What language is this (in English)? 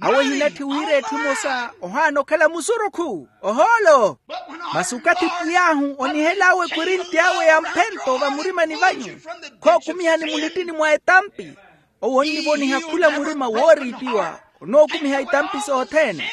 Makhuwa